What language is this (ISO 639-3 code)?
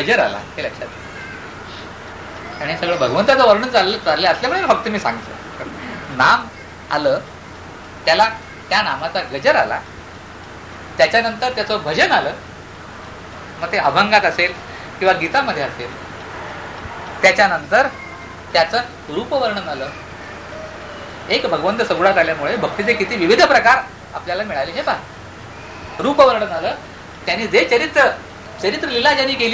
mar